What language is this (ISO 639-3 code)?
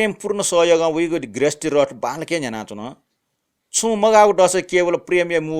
new